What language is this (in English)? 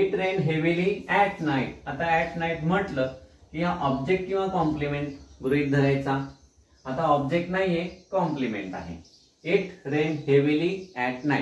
Marathi